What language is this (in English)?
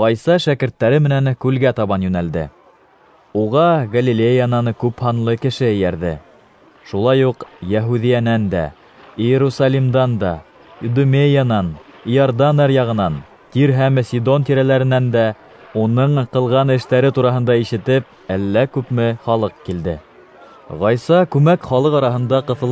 Bashkir